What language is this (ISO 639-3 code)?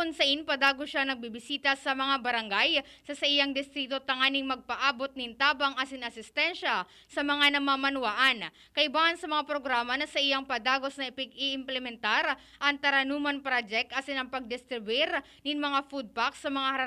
bik